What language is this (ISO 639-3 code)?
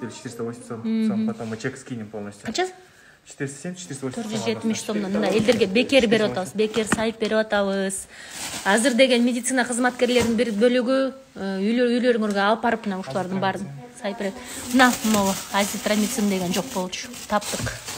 kir